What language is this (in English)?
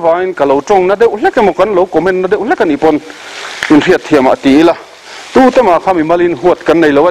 Mizo